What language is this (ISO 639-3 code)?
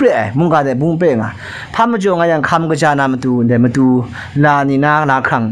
kac